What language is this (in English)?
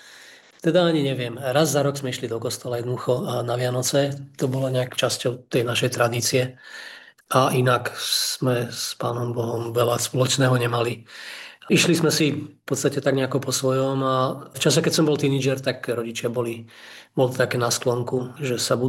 Slovak